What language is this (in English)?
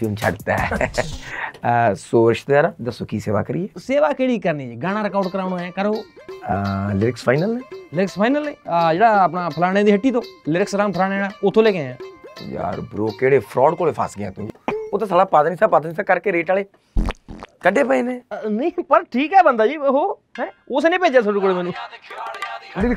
Punjabi